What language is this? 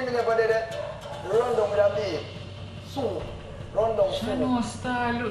Jamaican Creole English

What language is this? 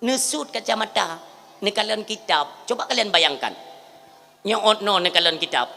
Achinese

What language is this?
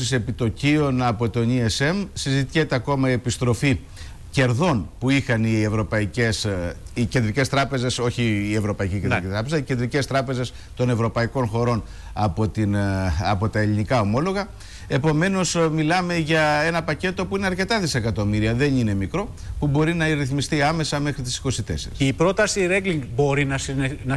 Greek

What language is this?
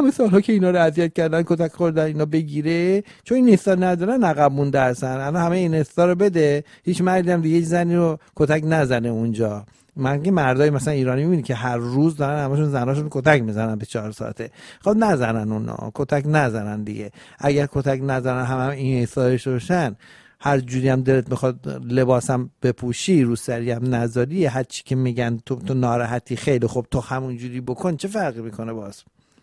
Persian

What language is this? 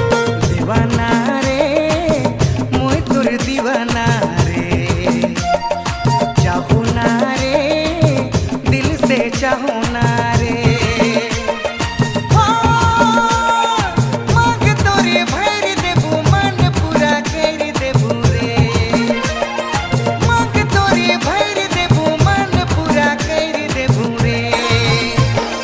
Sadri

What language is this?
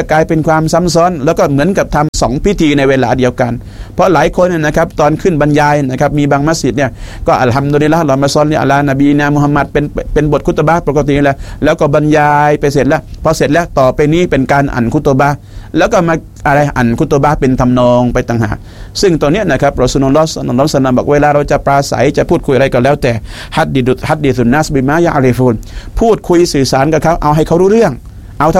Thai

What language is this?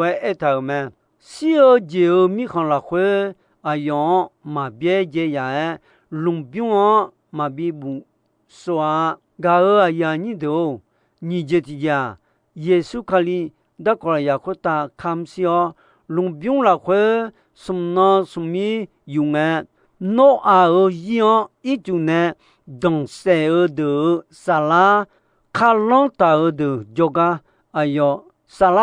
Akha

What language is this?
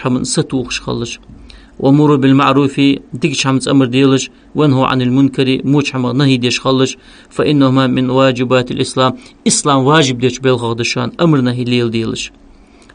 Ingush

